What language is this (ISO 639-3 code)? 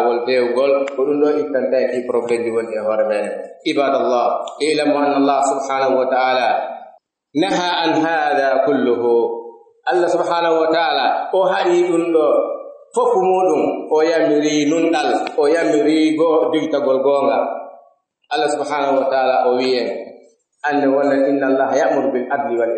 fuf